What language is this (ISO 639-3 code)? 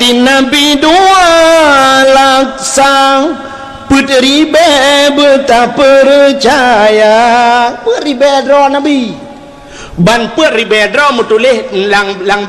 ace